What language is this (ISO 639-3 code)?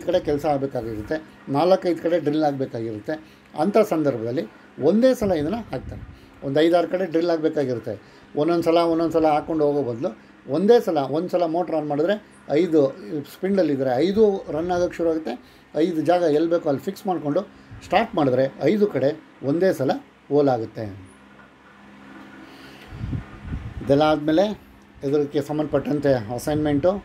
kan